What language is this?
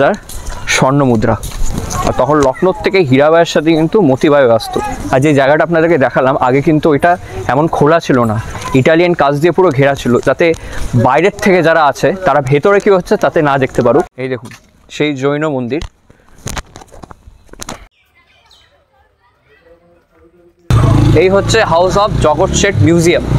Bangla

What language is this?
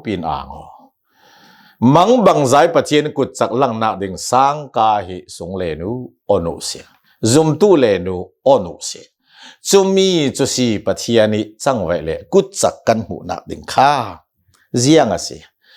Hakha Chin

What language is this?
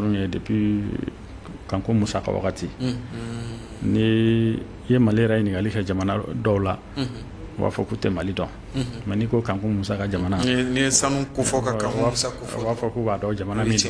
Bambara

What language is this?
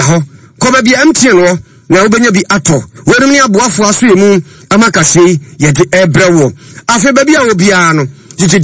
Akan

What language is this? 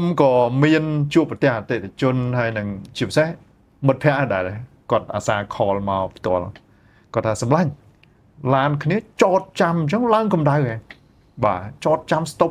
Khmer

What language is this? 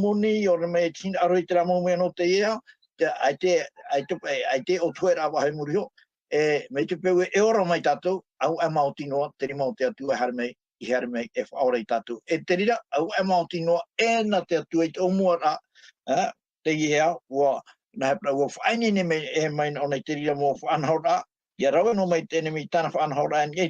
Tahitian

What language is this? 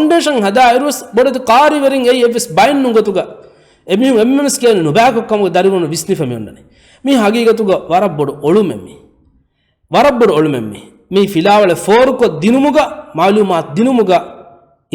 Divehi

